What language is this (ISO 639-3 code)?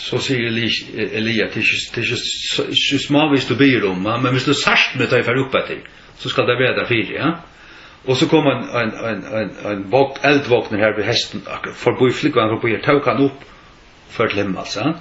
fao